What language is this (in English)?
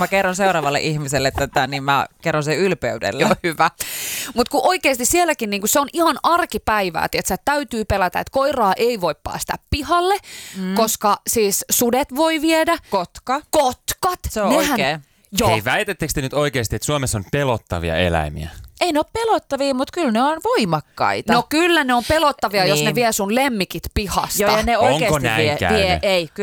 Finnish